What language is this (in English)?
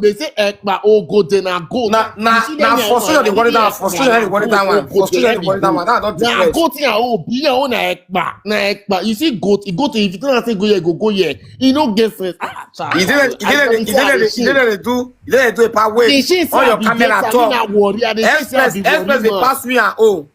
Nigerian Pidgin